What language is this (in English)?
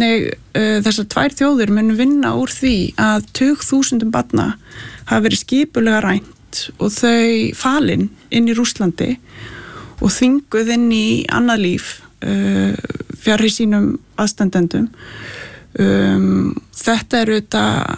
Icelandic